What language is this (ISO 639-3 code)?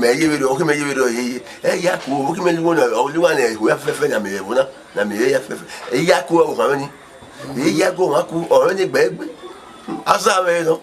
bin